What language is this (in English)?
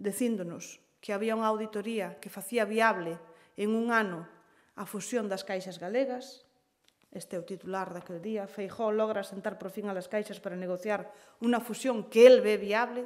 Galician